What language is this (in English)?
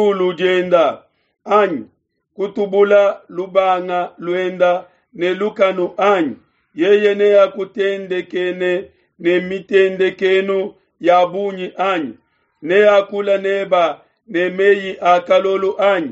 Luba-Lulua